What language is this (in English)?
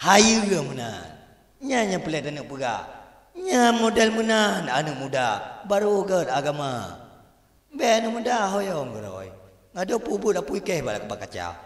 Achinese